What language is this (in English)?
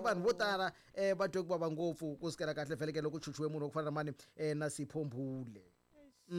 Tsonga